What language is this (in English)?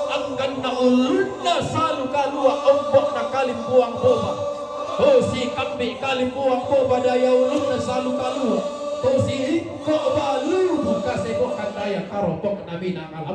Toraja-Sa'dan